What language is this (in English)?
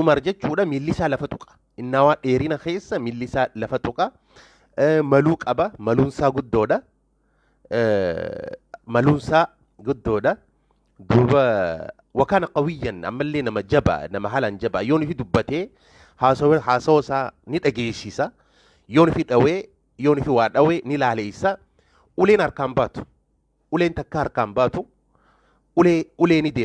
Oromo